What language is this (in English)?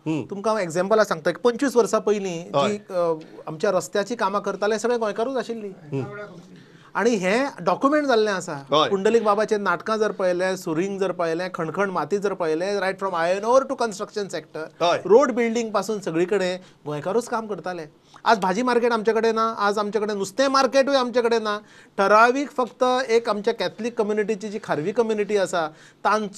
Konkani